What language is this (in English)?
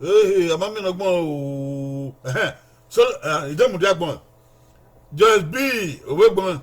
Bini